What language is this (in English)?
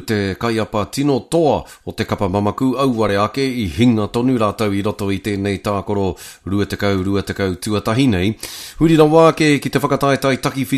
Māori